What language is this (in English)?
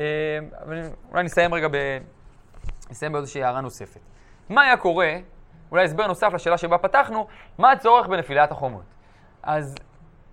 Hebrew